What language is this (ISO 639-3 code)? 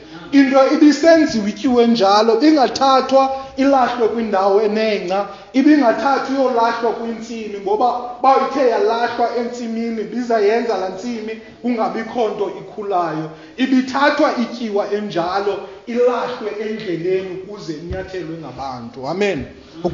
xho